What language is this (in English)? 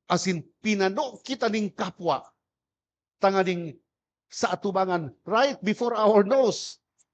Bikol